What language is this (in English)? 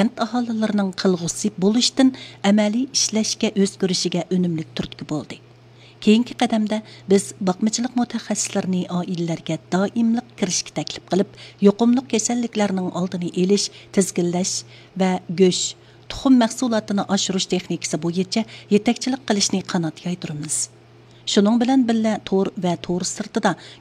Uyghur